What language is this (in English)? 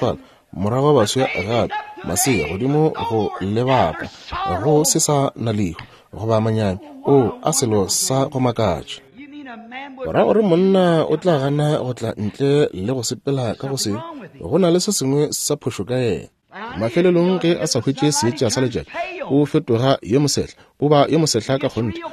Northern Sotho